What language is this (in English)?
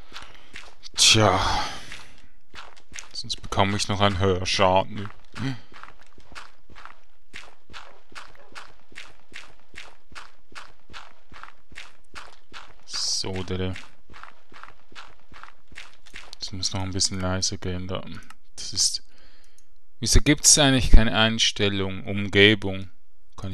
German